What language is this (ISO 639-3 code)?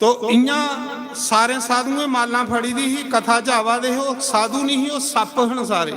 doi